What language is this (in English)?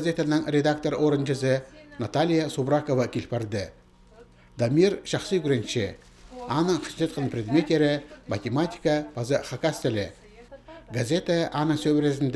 Khakas